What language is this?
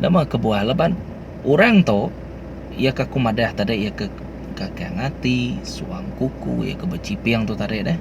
Iban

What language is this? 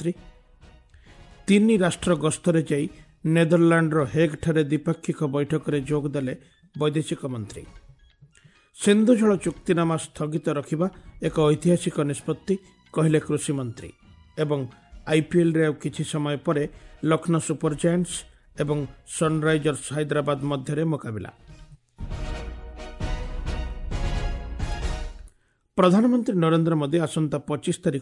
Odia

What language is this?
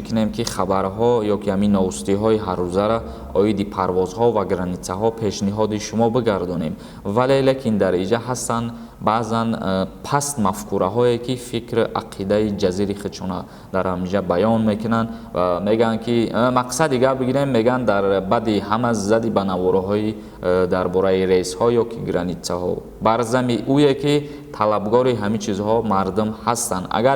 Tajik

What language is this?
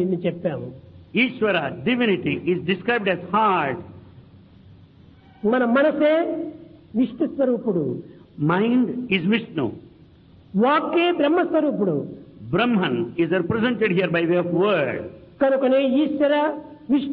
Telugu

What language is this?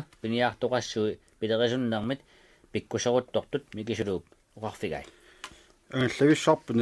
Kalaallisut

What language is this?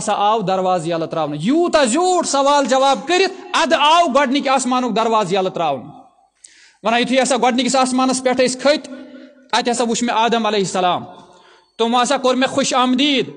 Kashmiri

